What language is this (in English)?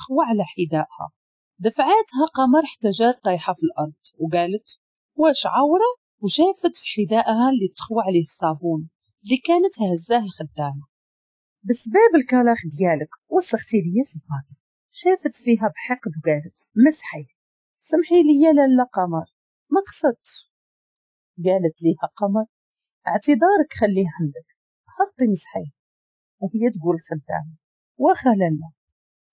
Moroccan Arabic